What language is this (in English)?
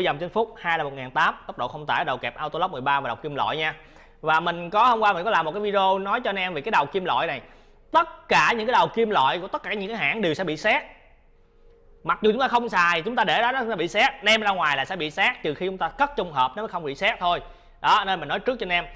Vietnamese